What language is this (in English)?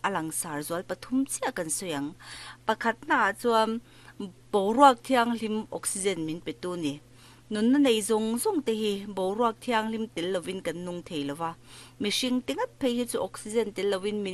Mizo